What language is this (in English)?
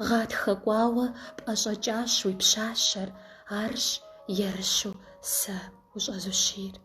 Kabardian